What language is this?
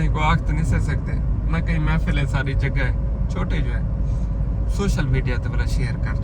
Saraiki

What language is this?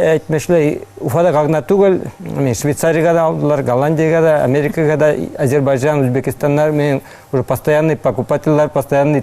Bashkir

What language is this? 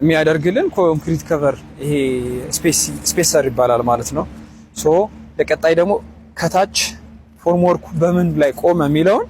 Amharic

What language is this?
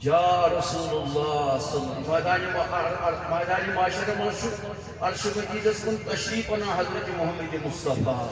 Kashmiri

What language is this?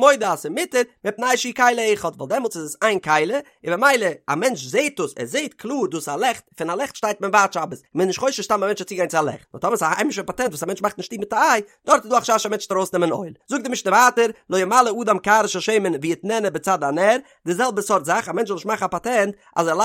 Yiddish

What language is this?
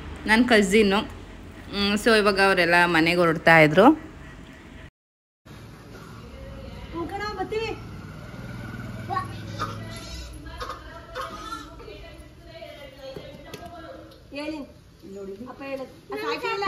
Kannada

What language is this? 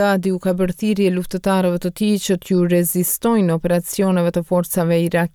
Albanian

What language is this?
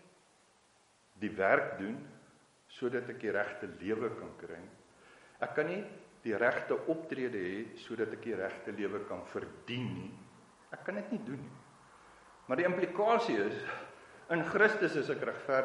Afrikaans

